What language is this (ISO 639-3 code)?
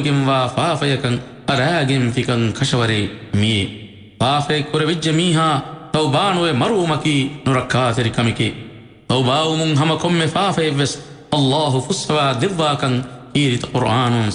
div